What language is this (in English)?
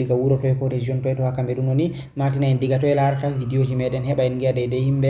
Fula